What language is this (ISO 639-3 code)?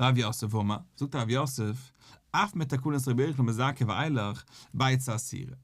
yid